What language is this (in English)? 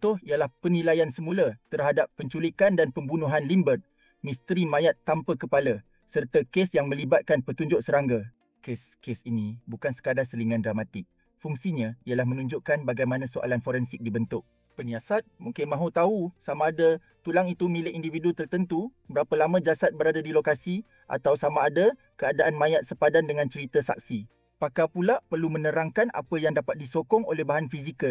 Malay